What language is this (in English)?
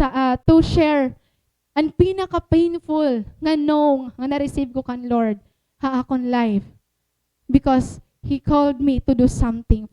Waray